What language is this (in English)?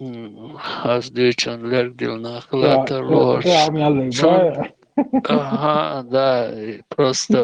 Chechen